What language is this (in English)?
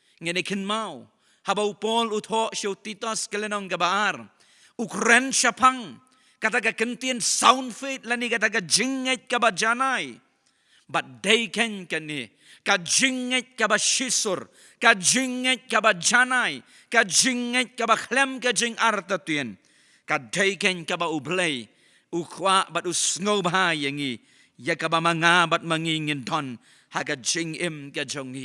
Khasi